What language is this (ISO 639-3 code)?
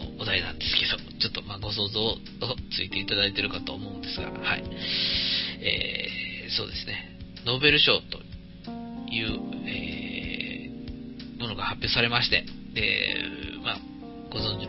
jpn